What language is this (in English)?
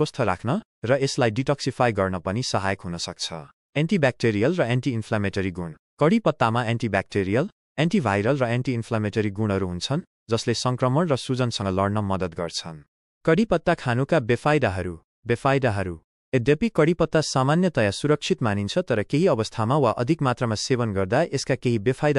Nepali